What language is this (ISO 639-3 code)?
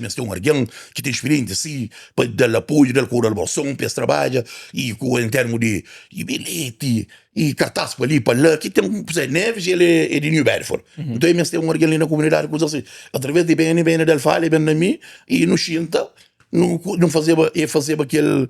kea